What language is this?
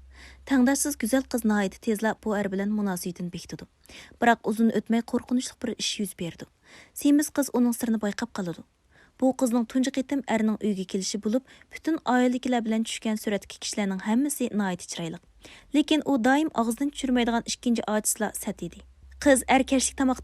Uyghur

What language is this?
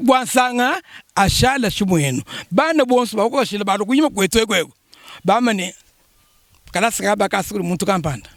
Luba-Lulua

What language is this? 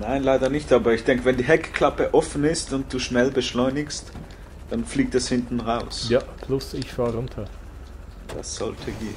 Swiss German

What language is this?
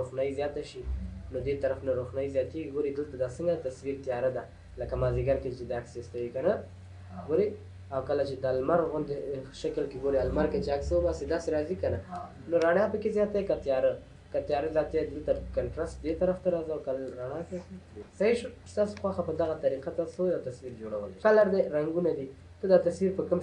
Pashto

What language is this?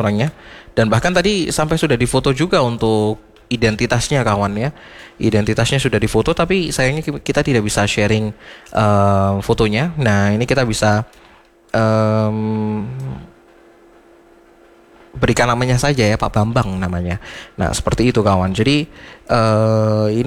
Indonesian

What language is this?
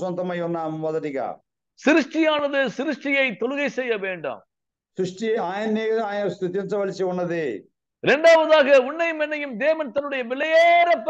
Telugu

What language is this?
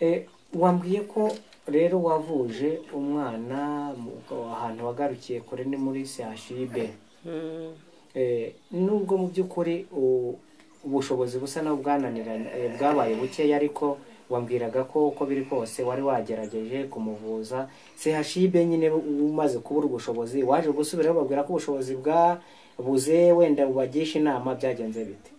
Kinyarwanda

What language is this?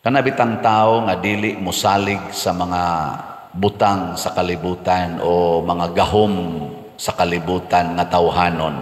Cebuano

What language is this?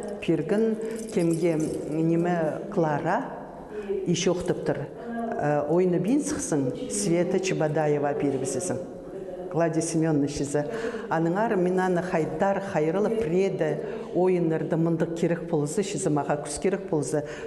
Khakas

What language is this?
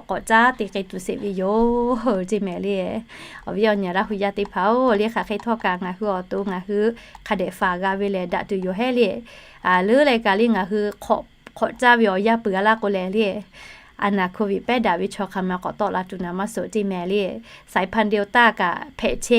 Lahu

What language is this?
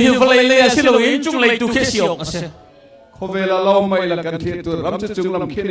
Hakha Chin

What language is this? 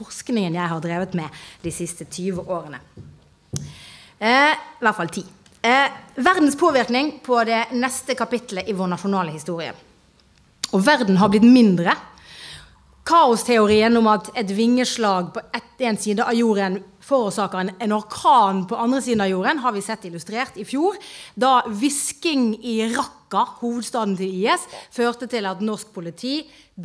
Norwegian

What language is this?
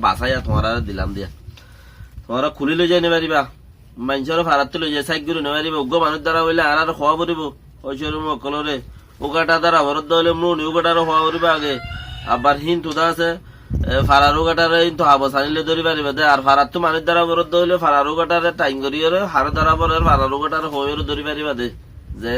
Rohingya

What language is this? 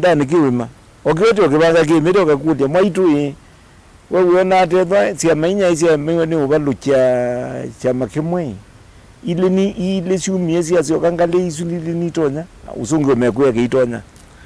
Kamba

